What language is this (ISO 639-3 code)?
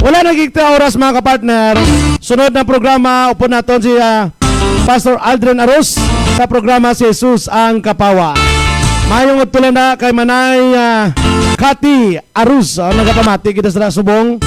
hil